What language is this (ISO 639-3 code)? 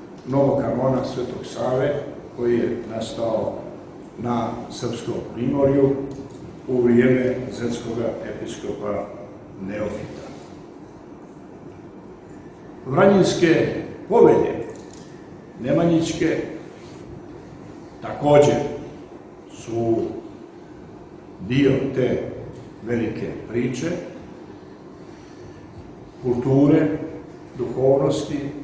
srp